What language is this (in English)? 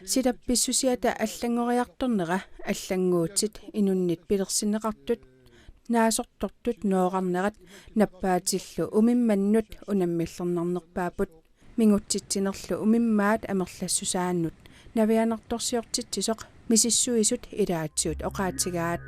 Kalaallisut